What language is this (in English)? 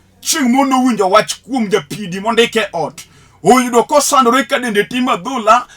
Luo (Kenya and Tanzania)